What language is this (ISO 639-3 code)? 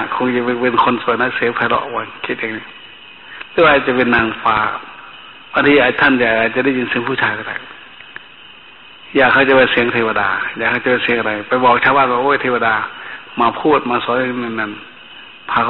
tha